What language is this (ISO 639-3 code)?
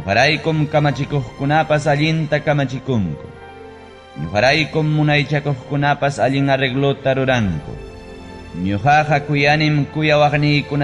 quy